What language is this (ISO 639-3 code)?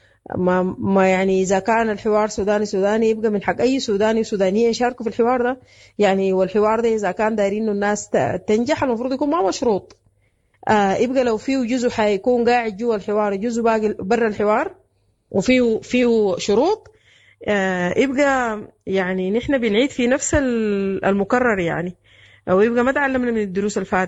apd